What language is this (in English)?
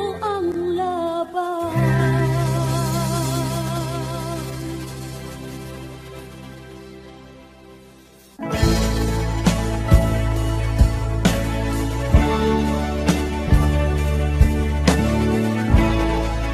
Filipino